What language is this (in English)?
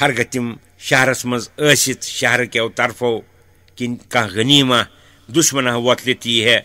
Kashmiri